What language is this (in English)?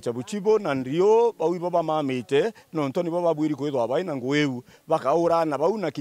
Meru